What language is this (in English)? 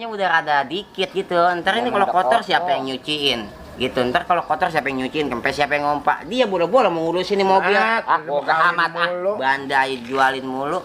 Betawi